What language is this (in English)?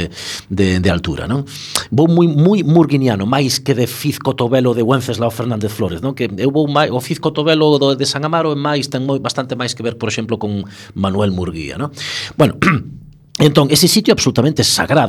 Galician